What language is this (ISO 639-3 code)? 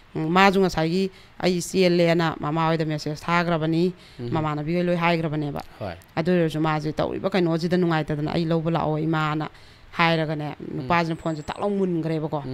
mni